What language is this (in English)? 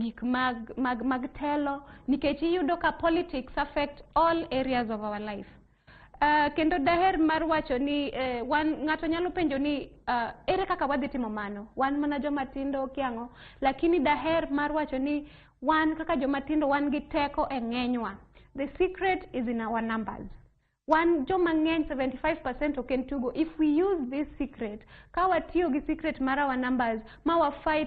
Luo (Kenya and Tanzania)